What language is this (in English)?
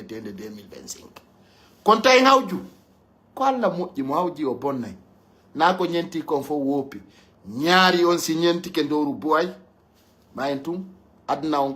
Pular